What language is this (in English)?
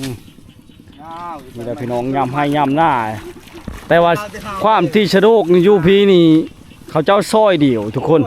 Lao